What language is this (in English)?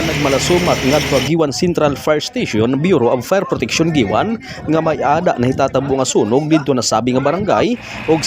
Waray